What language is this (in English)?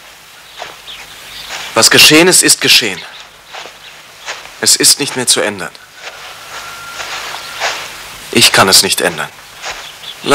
German